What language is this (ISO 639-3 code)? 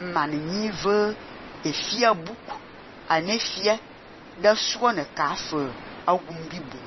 fan